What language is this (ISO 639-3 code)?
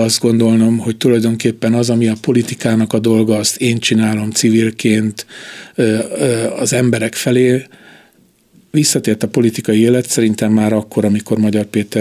hun